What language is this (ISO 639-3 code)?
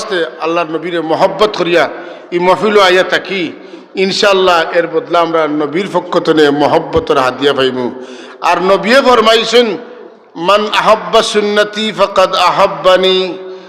syl